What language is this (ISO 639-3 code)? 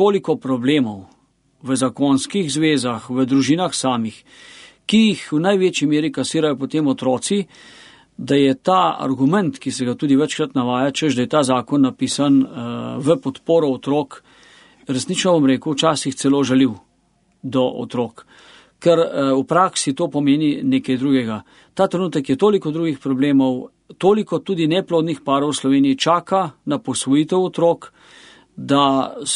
slv